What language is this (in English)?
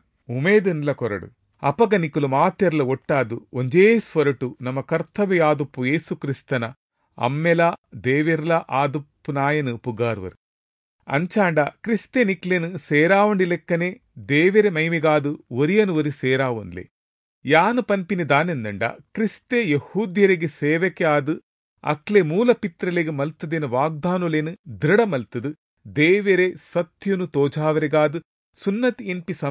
Tulu